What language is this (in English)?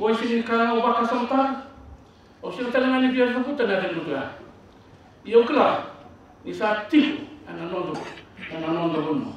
Fijian